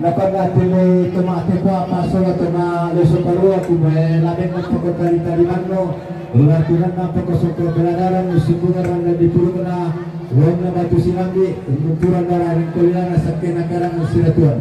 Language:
Toraja-Sa'dan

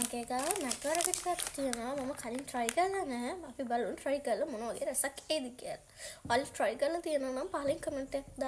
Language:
Sinhala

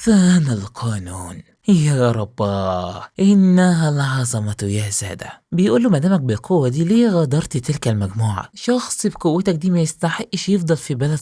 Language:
Egyptian Arabic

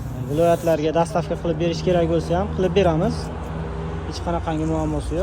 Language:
Uzbek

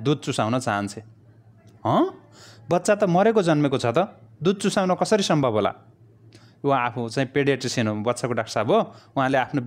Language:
Nepali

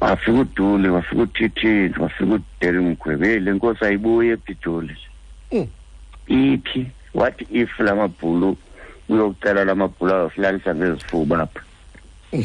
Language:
Xhosa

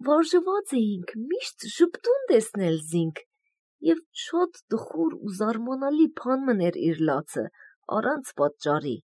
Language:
Armenian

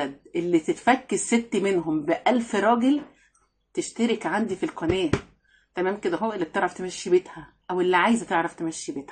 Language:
Egyptian Arabic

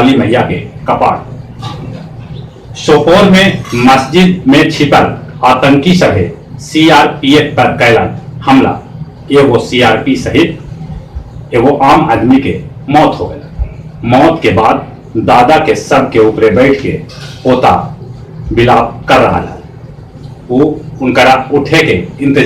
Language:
Magahi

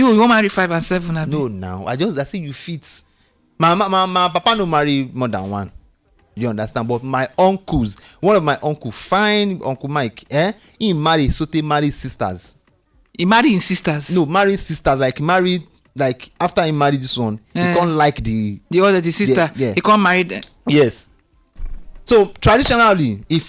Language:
Nigerian Pidgin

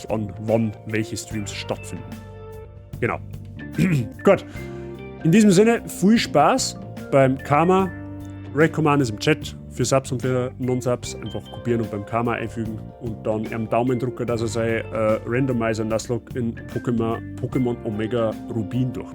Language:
Bavarian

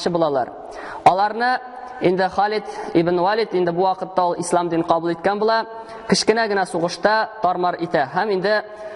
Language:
Tatar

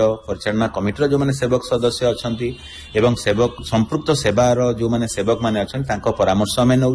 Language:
Odia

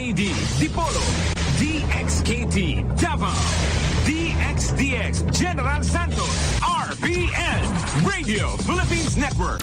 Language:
Bikol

